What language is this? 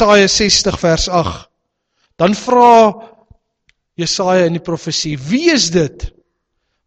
Afrikaans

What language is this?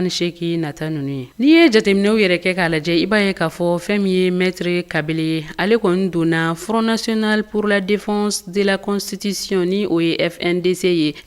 Bambara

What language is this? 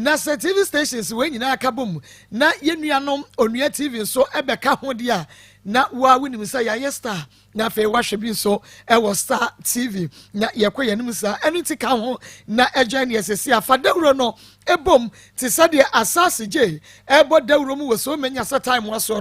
Akan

